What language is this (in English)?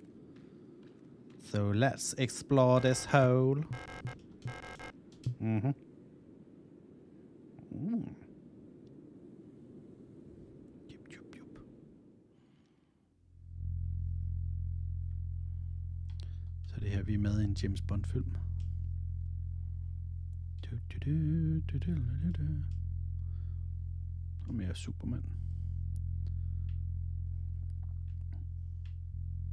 Danish